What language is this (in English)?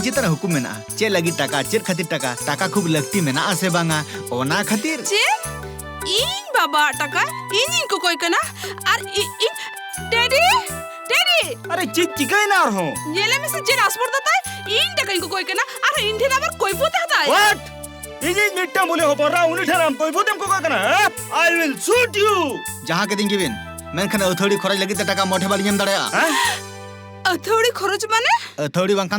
Santali